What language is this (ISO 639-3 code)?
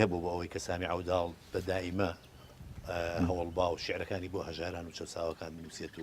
ckb